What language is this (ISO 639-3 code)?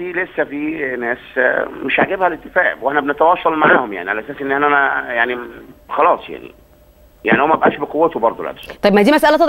arz